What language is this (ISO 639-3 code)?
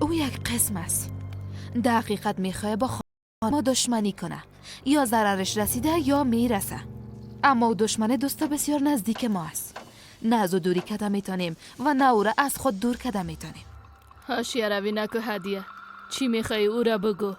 fas